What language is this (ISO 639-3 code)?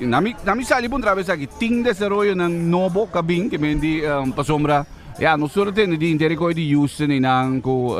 pap